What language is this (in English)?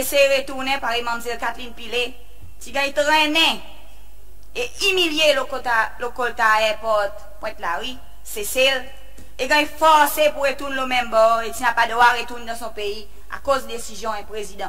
Seselwa Creole French